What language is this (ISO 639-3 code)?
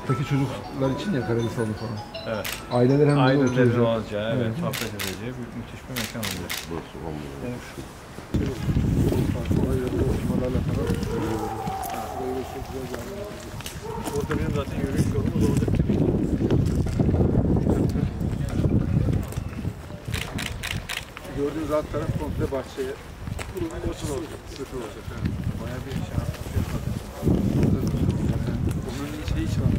tur